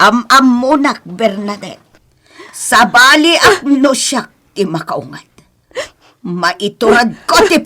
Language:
Iloko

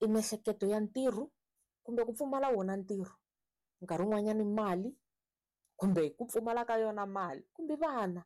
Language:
Tsonga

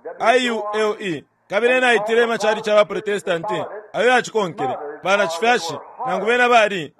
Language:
Bemba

